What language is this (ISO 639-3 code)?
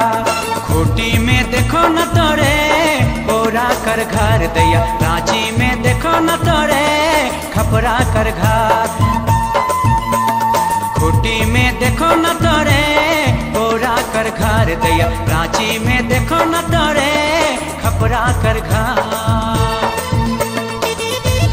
sck